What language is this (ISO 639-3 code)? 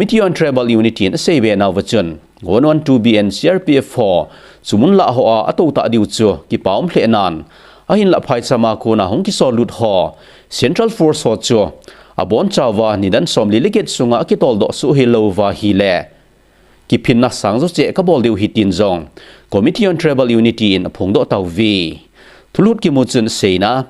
tcz